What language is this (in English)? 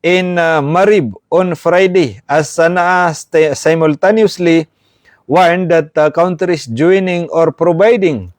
Maranao